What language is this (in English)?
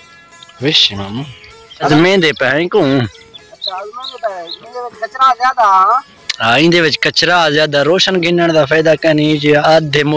Saraiki